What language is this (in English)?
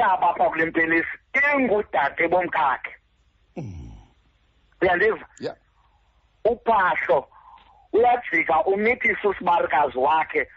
Xhosa